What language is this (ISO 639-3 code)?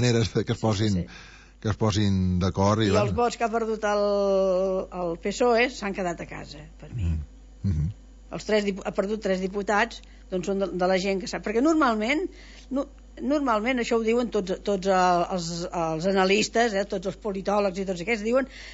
cat